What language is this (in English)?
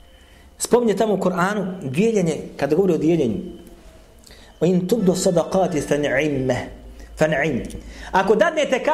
Bosnian